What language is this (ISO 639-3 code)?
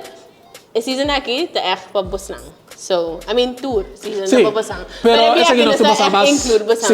pap